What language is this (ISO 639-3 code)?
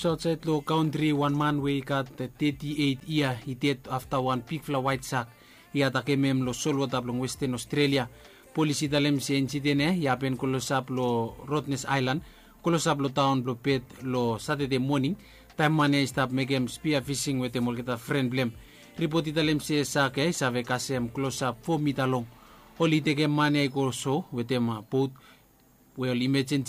bis